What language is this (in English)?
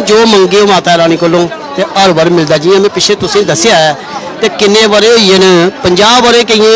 Dogri